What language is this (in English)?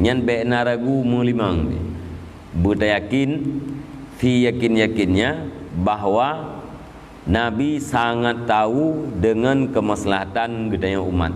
Achinese